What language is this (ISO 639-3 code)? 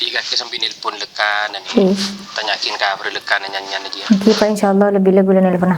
mad